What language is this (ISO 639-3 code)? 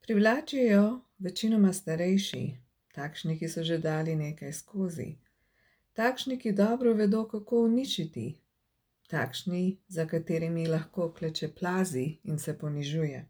slv